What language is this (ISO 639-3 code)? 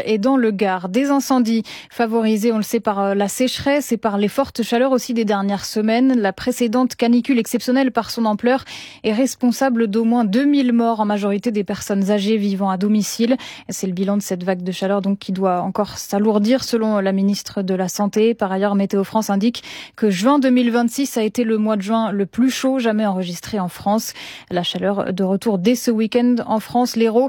fra